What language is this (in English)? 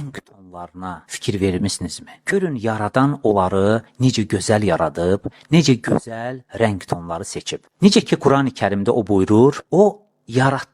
Azerbaijani